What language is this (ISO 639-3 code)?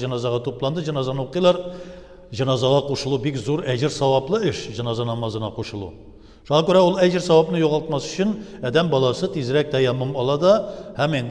tat